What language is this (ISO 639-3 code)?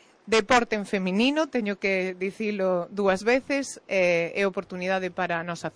glg